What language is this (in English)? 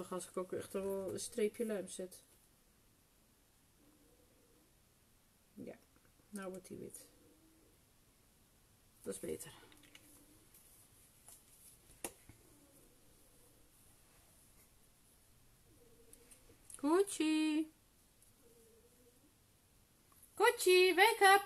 Dutch